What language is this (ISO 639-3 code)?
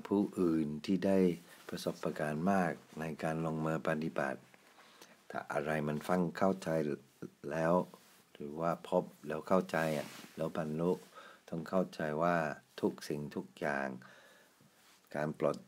tha